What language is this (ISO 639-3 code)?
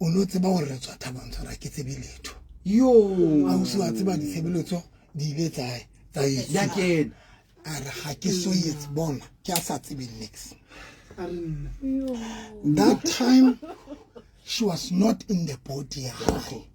sot